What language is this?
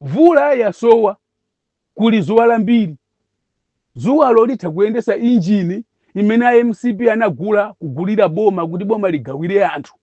Nyanja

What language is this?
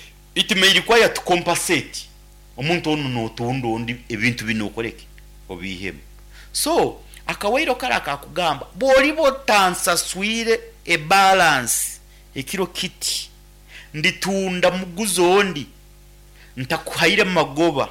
Nyankole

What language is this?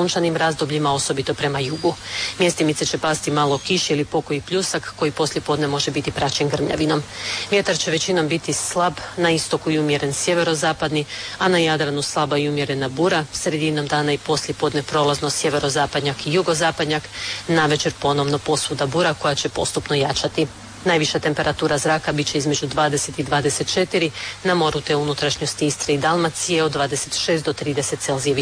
Croatian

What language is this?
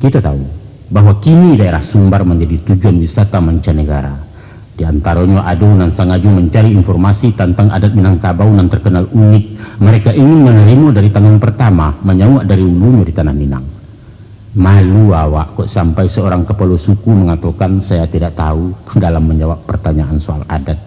Minangkabau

